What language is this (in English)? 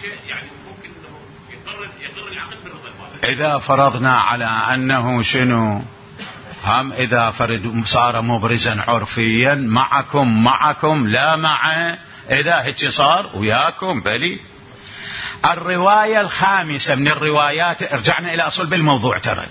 Mesopotamian Arabic